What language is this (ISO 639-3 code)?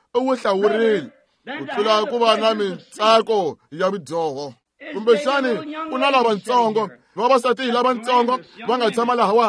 tso